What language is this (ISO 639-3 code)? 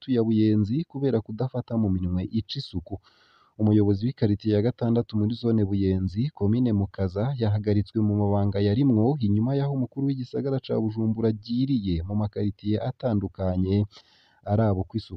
run